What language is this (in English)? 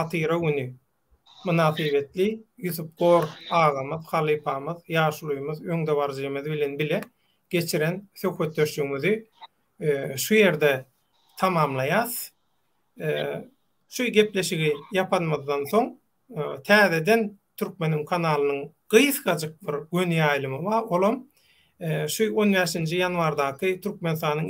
Turkmen